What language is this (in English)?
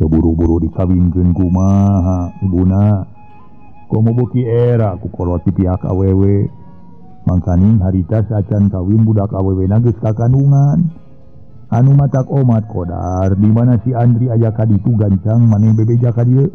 Sundanese